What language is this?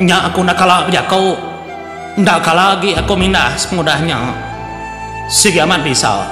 Iban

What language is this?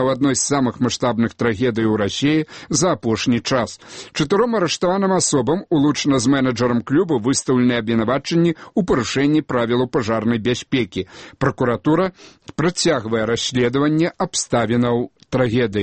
Belarusian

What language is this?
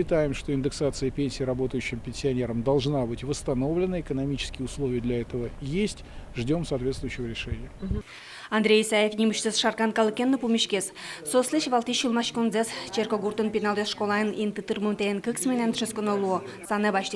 Udmurt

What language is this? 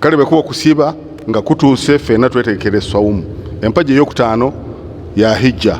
Ganda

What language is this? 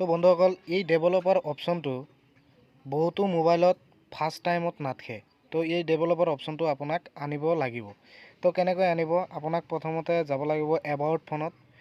Assamese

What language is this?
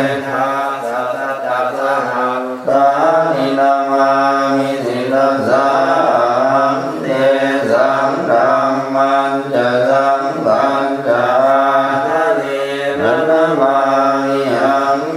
Pali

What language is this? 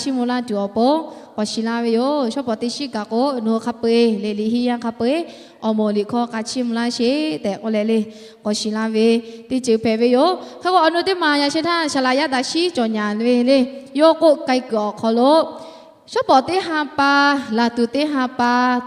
Lahu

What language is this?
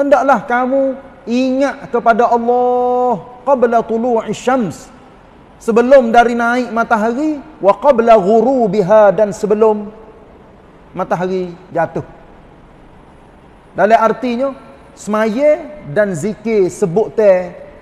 Malay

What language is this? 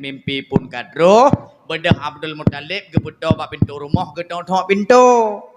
Achinese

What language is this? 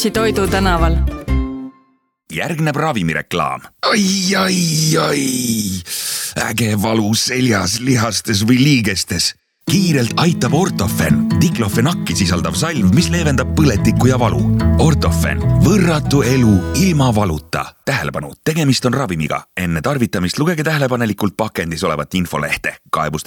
Estonian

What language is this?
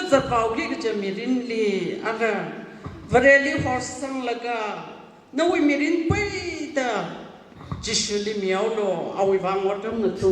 Tangkhul Naga (India)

